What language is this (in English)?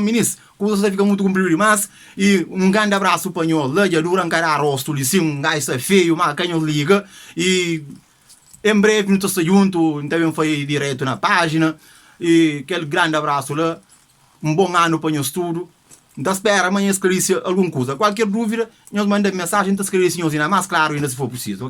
Kabuverdianu